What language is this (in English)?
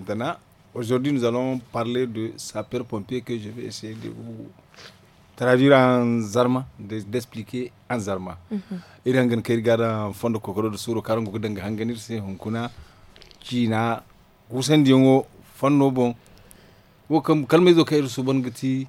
Hausa